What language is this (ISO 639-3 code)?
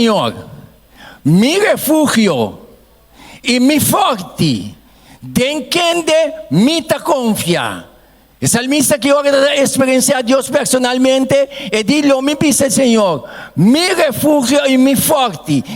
pap